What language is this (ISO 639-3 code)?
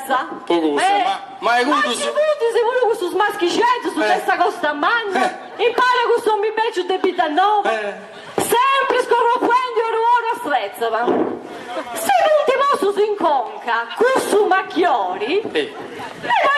srd